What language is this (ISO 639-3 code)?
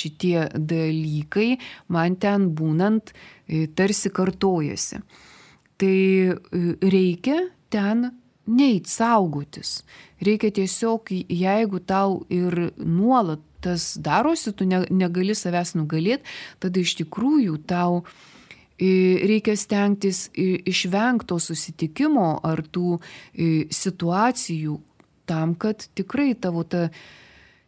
lit